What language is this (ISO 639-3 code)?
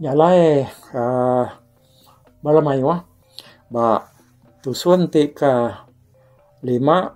iba